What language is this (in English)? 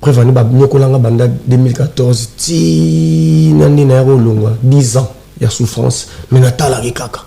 Lingala